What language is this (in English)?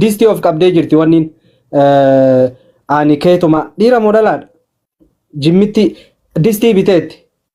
Oromo